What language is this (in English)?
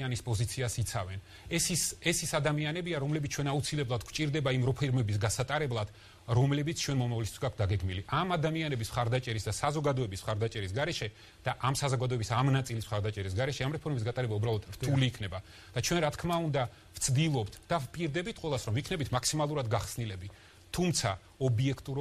Georgian